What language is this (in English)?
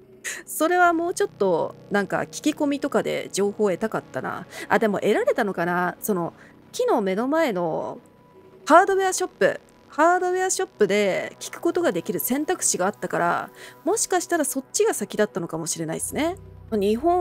Japanese